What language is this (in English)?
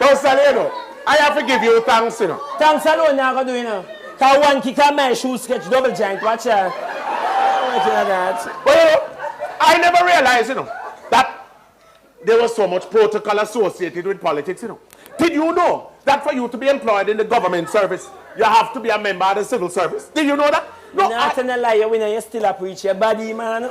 Jamaican Creole English